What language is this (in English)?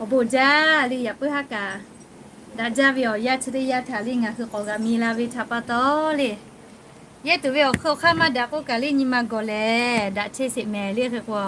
Lahu